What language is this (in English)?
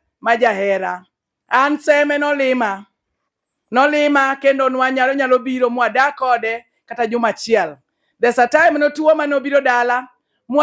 Luo (Kenya and Tanzania)